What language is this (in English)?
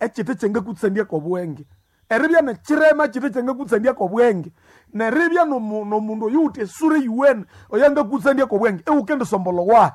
Nande